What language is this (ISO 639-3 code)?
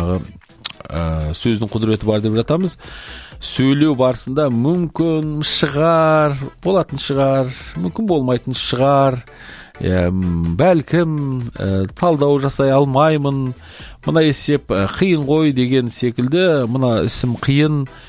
kaz